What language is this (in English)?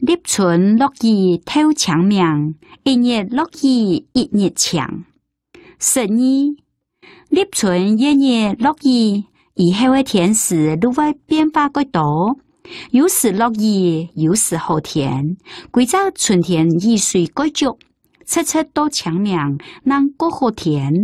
Hakka Chinese